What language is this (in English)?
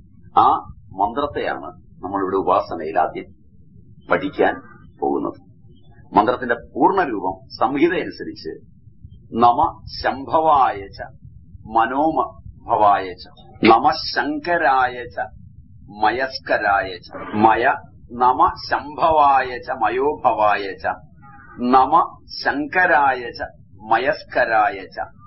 Malayalam